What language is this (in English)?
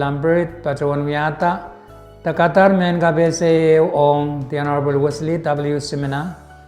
Pohnpeian